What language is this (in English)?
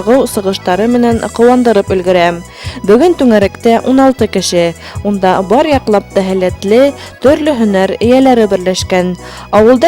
Bashkir